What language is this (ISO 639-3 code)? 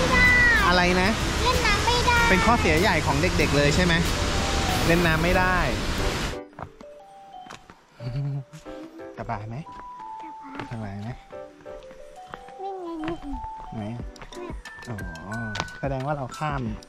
tha